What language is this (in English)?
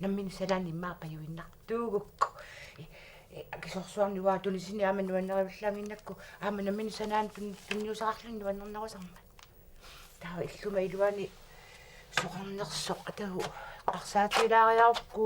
Kalaallisut